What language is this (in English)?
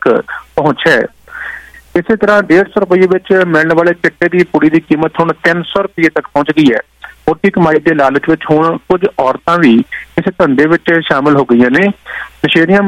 Punjabi